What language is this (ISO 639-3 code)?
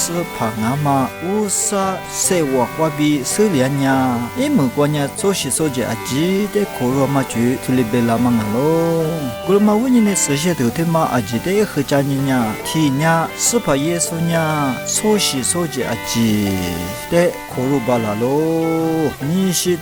lis